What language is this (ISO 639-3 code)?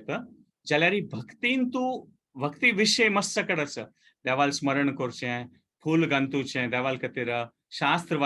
kok